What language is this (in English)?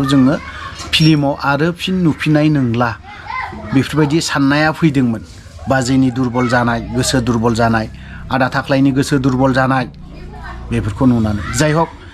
Bodo